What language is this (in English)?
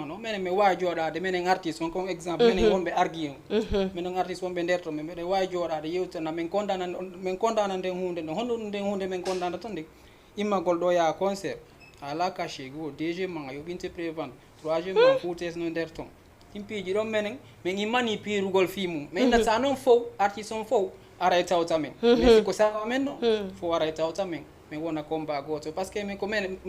Fula